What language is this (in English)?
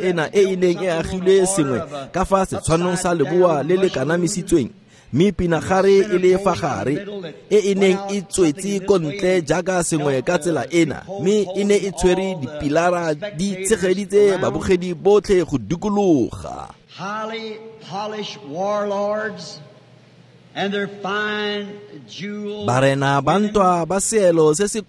Tswana